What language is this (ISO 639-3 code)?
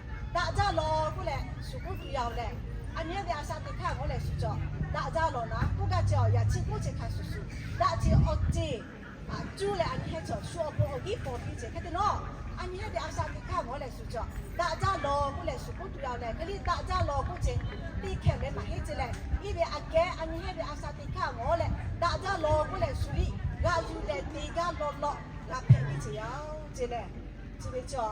lhu